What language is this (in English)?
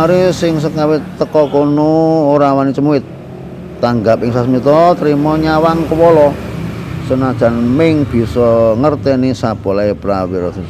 Javanese